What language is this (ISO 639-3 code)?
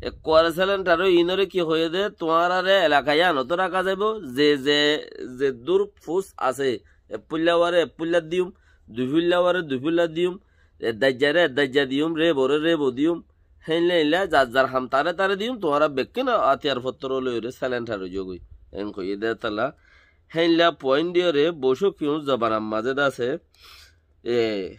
rhg